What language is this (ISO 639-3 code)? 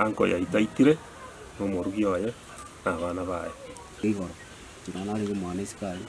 guz